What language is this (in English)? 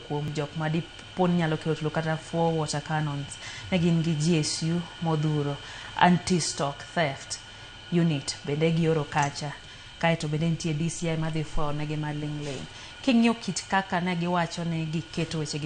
Luo (Kenya and Tanzania)